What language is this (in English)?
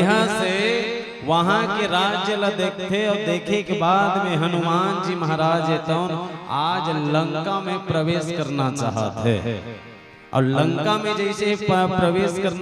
Chhattisgarhi